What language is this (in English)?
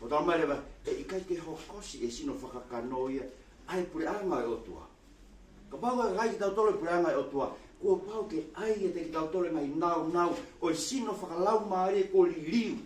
Tongan